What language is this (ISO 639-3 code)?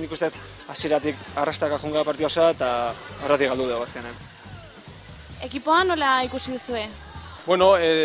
eus